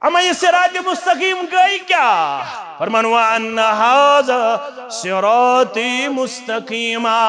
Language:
Kashmiri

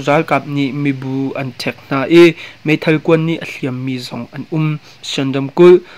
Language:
Hakha Chin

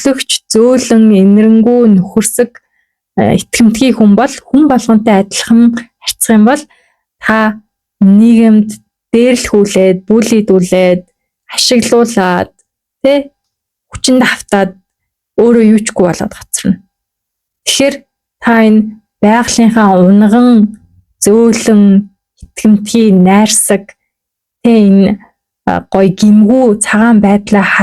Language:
Mongolian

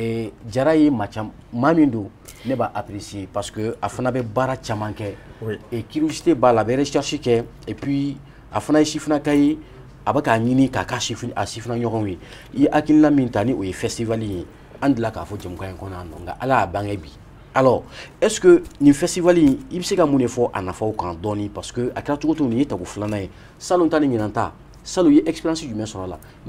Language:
Bambara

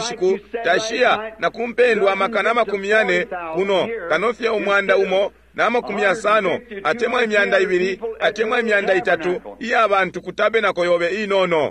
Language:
Bemba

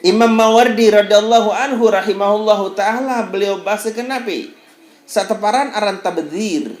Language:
Sasak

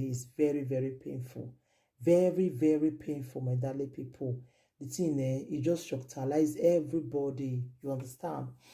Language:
Nigerian Pidgin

